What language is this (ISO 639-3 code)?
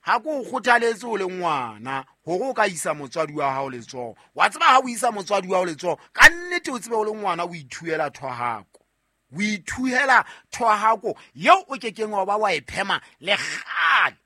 sot